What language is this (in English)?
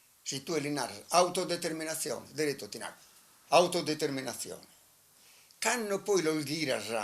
Sardinian